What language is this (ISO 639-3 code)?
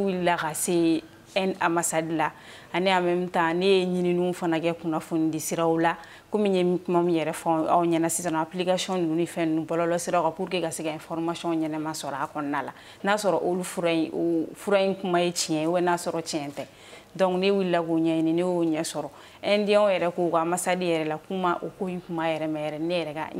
bam